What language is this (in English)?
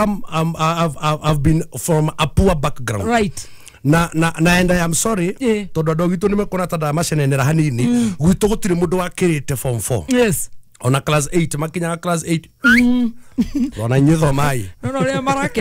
Kikuyu